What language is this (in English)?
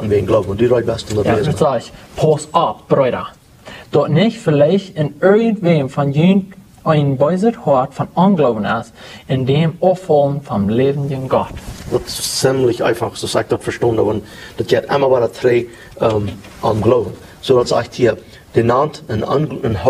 Plautdietsch